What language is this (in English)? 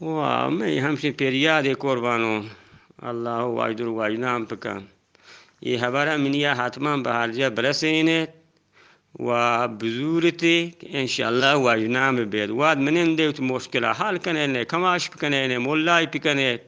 Eastern Balochi